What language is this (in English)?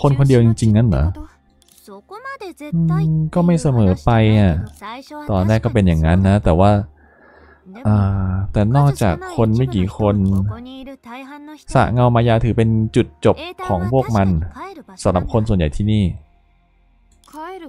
Thai